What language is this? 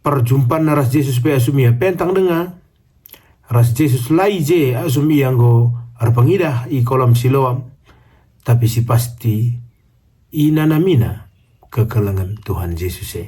Batak Karo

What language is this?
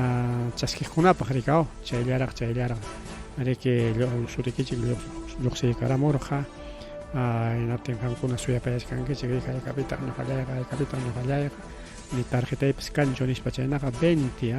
Ayacucho Quechua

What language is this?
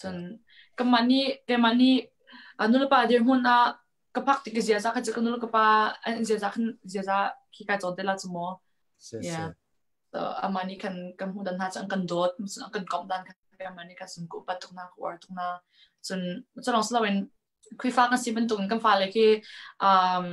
Hakha Chin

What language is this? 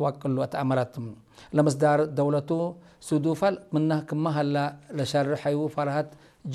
Tigre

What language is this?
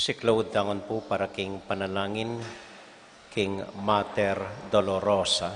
Pampanga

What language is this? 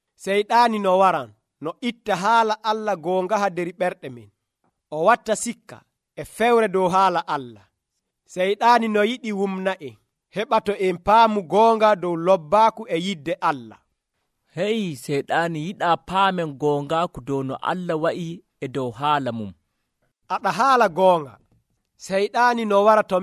Nigerian Fulfulde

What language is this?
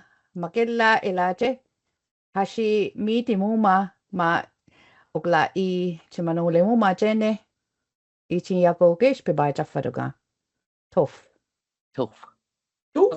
Choctaw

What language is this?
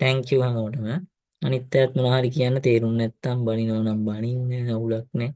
Sinhala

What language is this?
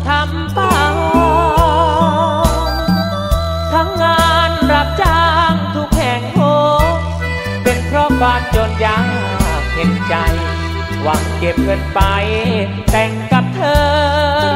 Thai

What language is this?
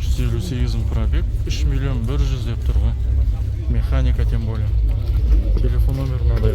Kazakh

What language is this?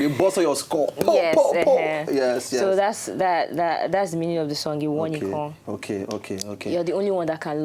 Nigerian Pidgin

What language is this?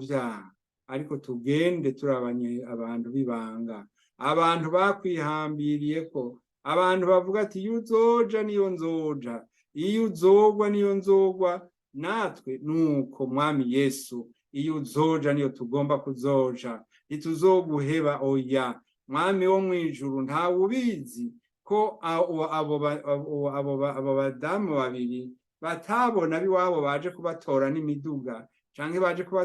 Rundi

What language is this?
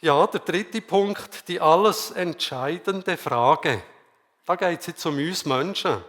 Swiss German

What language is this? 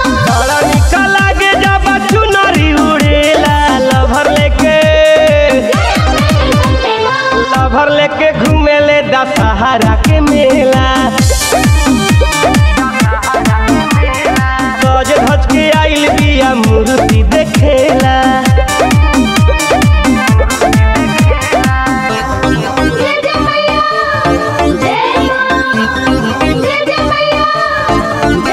Bhojpuri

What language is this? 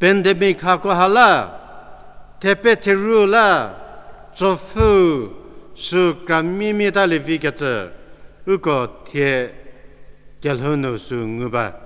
Angami Naga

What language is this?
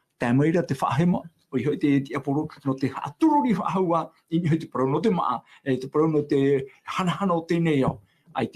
Tahitian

